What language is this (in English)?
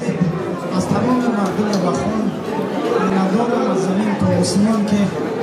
Persian